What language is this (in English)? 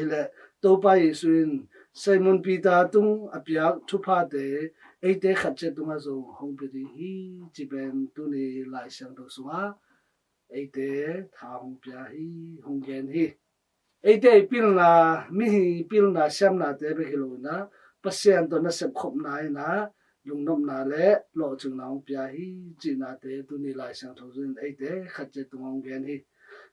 Tedim Chin